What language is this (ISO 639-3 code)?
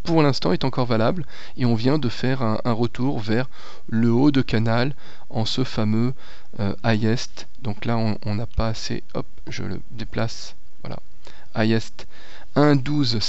fra